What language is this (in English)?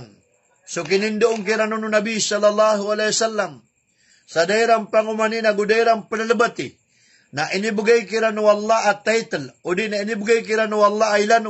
Maranao